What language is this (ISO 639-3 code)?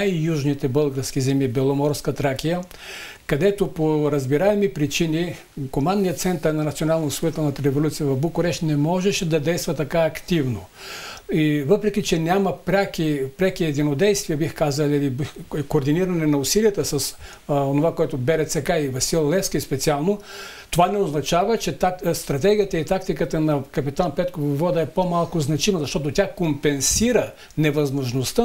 bul